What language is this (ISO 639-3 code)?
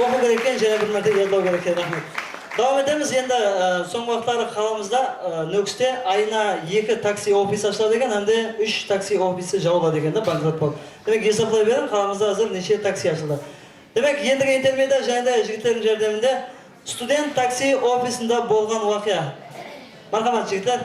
kaa